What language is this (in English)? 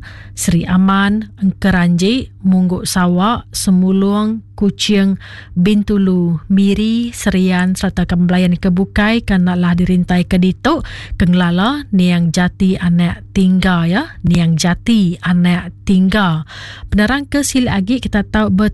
Iban